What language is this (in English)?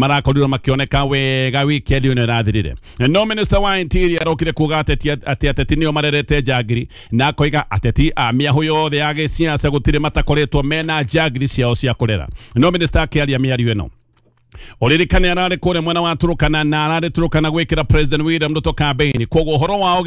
Kikuyu